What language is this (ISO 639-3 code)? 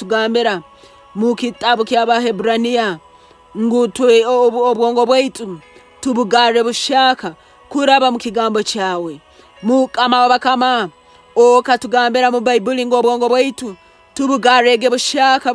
nyn